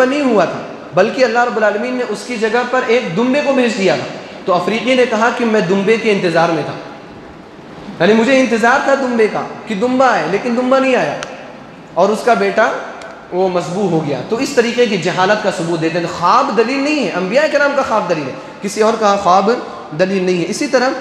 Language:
Urdu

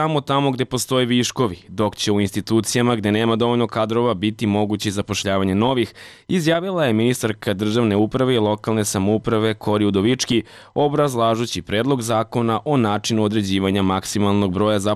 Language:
Serbian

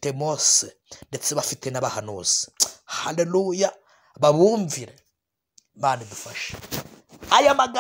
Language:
Kinyarwanda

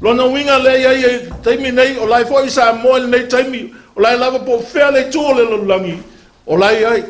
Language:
Samoan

